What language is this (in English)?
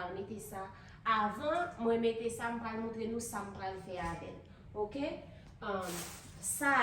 Haitian Creole